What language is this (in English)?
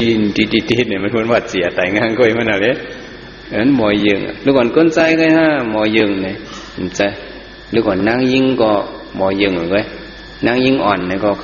Shan